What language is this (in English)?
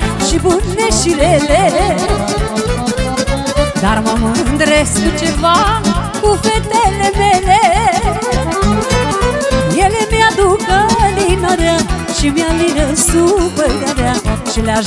Romanian